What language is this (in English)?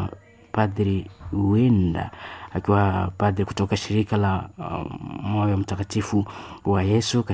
Swahili